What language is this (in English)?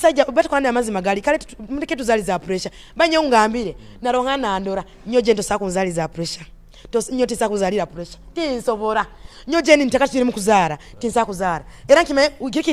Nyoro